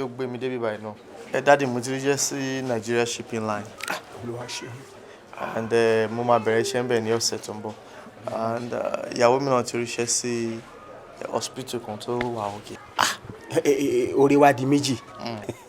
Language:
Yoruba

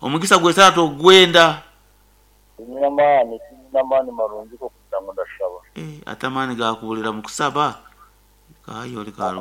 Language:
Nyankole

